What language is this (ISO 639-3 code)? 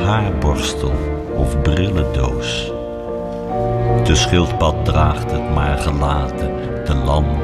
nld